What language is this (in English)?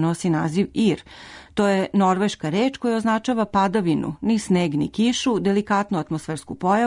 Serbian